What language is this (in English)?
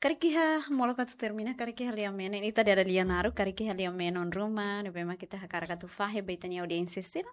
Tetum